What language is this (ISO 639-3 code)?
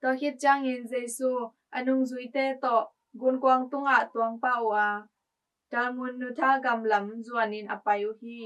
ctd